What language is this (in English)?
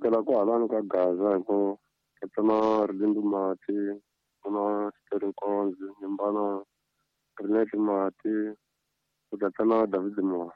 Tsonga